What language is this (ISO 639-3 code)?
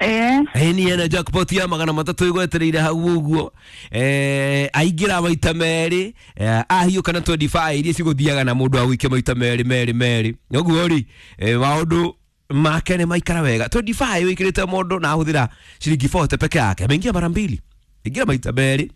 kik